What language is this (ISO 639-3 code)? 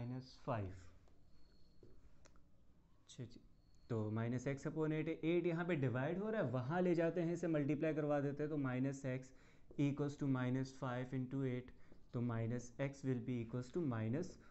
hin